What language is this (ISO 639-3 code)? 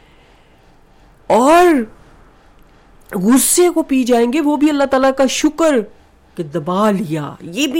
urd